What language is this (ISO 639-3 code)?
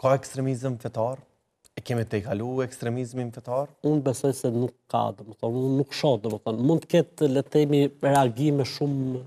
sqi